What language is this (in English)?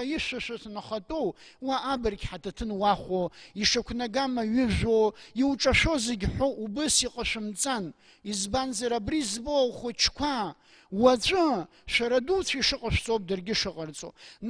Abkhazian